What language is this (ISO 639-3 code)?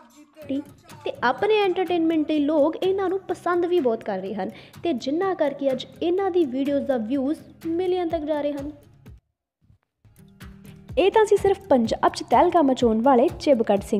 pan